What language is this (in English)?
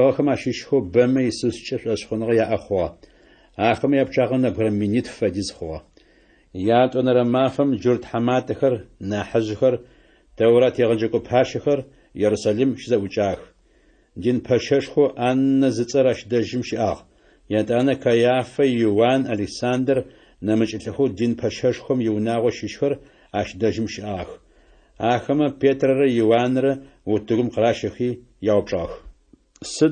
Adyghe